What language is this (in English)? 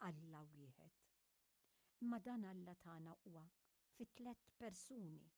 Maltese